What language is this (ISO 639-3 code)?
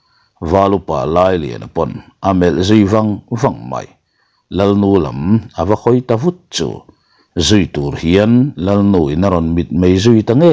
lus